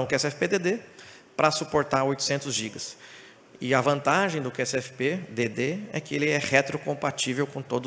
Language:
Portuguese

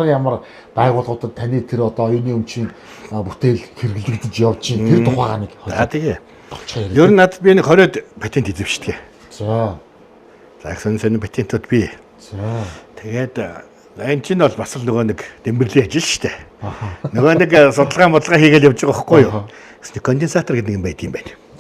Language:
Mongolian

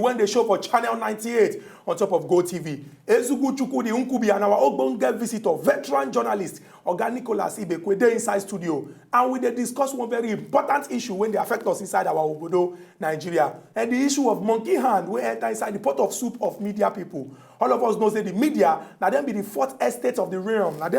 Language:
Nigerian Pidgin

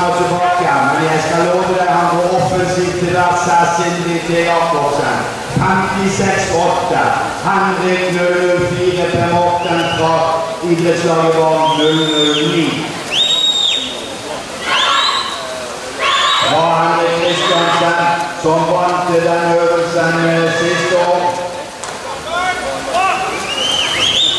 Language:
Norwegian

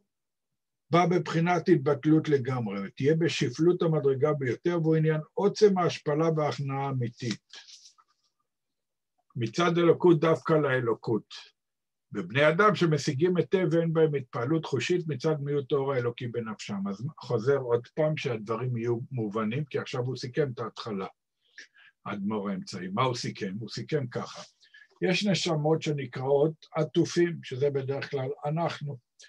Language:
Hebrew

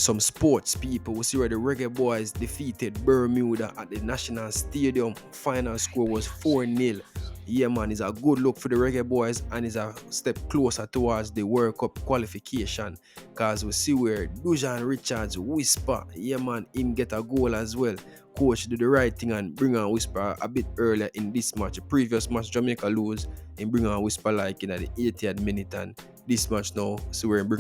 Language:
Jamaican Creole English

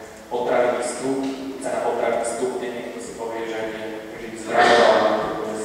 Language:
Slovak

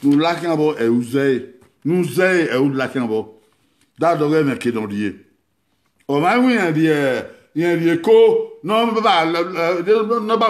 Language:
Bini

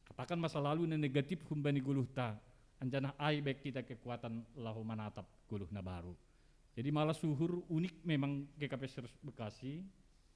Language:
Batak Simalungun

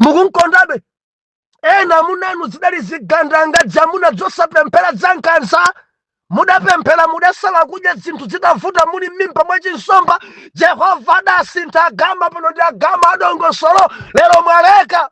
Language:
Nyanja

